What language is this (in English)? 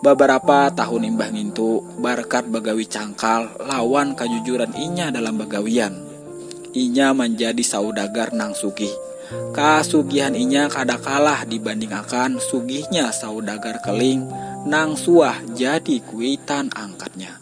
Banjar